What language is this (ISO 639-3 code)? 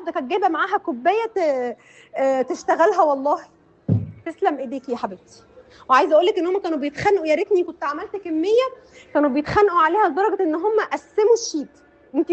arz